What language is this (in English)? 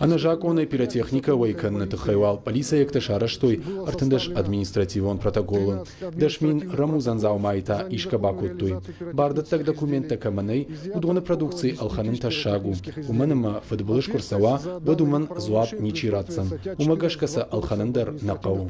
Ossetic